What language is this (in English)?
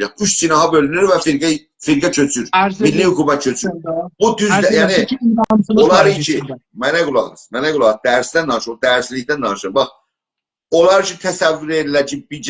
South Azerbaijani